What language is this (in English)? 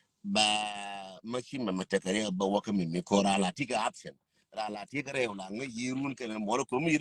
Nuer